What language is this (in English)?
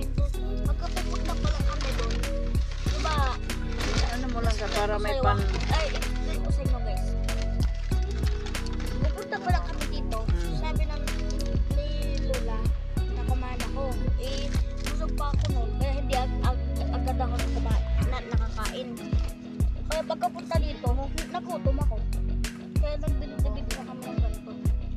Filipino